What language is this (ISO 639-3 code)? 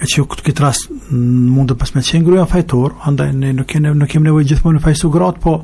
sqi